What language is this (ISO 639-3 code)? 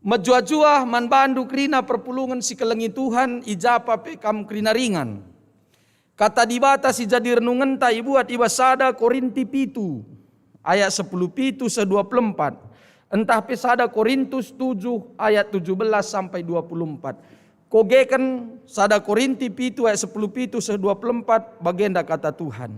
btx